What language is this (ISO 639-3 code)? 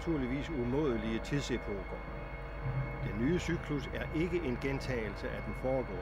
dan